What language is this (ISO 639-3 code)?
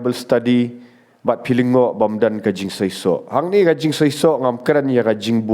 kha